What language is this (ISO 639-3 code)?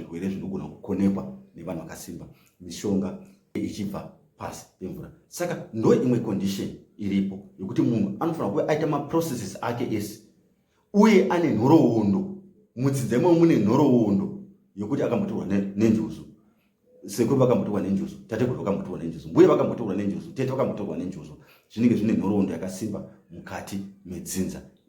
sna